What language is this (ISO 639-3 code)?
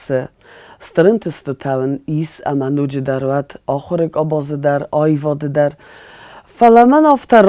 oss